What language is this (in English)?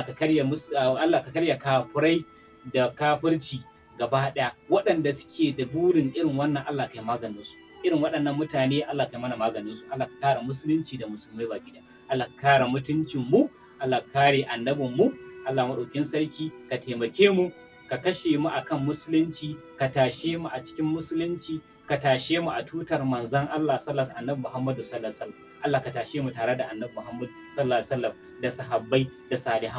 Hausa